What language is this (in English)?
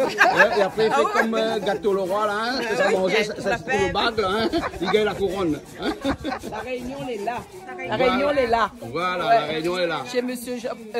Réunion Creole French